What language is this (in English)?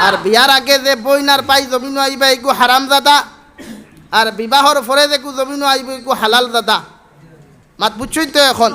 Sylheti